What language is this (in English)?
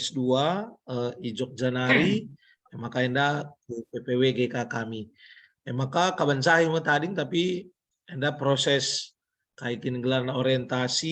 Batak Karo